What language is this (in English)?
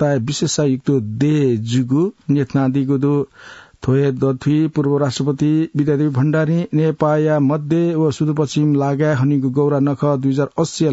Newari